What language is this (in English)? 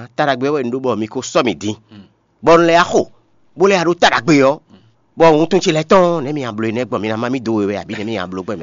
Fon